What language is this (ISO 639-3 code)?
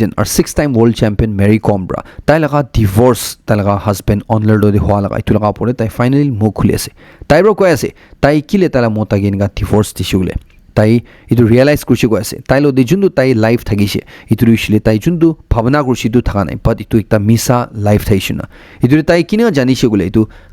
nag